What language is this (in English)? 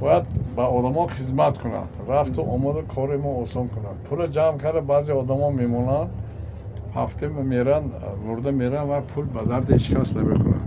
Tajik